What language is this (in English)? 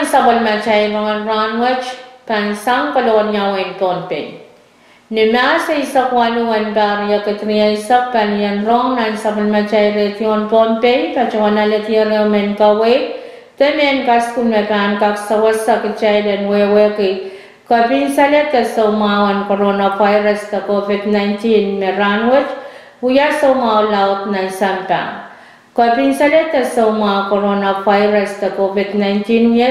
Pohnpeian